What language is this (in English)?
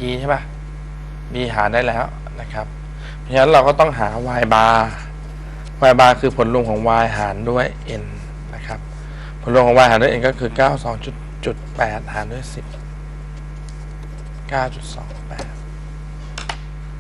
Thai